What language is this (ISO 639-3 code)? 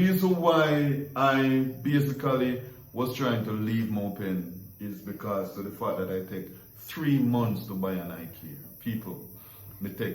jam